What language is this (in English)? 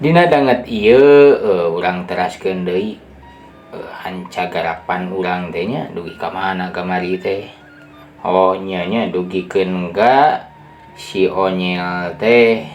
Sundanese